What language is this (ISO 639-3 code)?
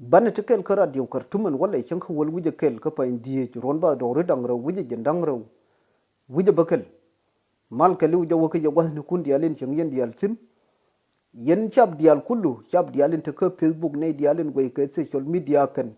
nus